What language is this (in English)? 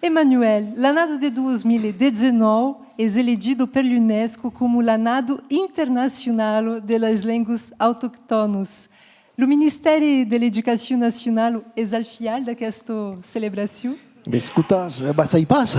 Occitan